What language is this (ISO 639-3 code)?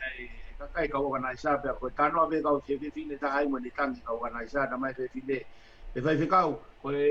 ton